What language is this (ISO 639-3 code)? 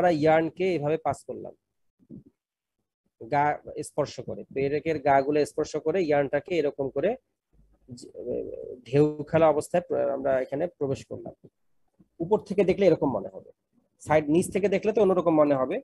ben